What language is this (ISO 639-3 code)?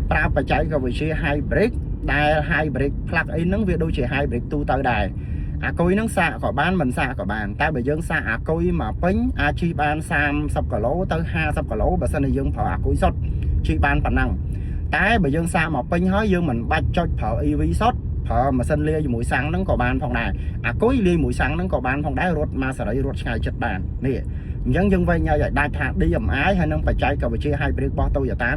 khm